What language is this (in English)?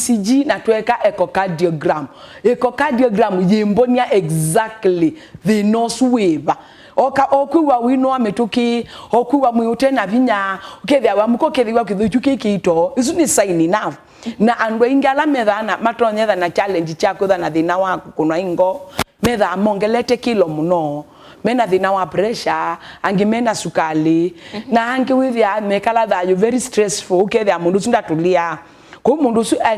Kamba